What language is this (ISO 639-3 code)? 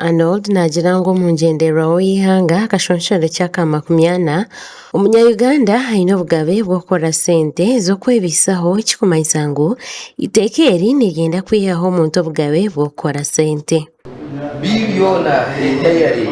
nyn